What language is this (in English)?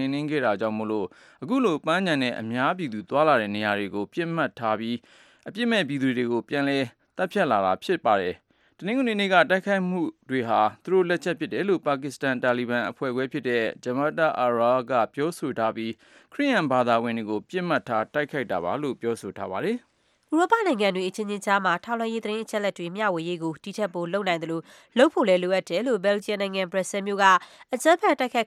Burmese